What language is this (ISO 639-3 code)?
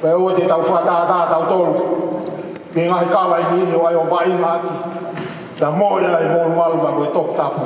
ton